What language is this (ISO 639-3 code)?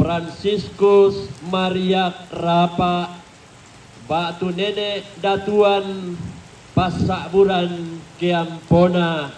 sda